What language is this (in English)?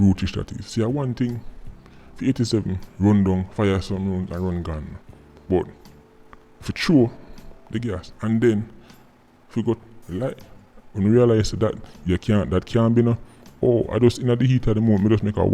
Jamaican Creole English